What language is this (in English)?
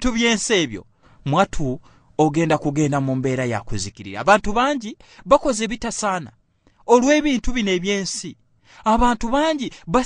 Ganda